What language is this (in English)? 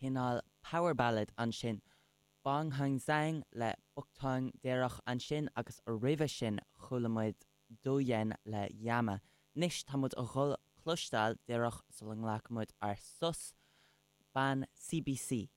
Irish